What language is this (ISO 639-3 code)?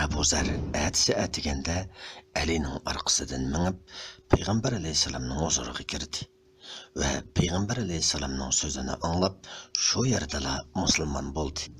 uig